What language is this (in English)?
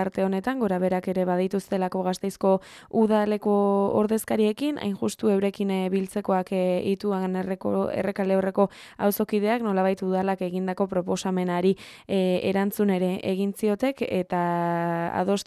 Basque